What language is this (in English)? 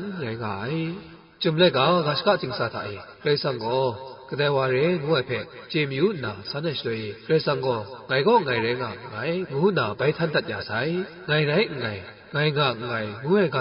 Kachin